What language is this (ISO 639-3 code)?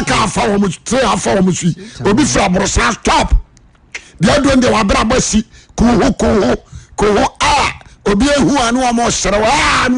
aka